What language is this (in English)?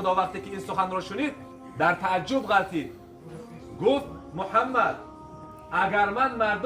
Tajik